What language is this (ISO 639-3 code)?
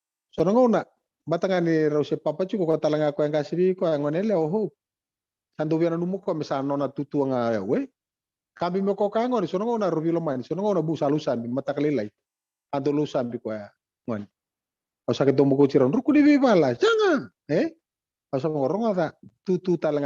fij